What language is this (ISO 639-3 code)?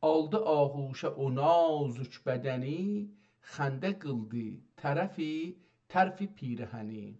azb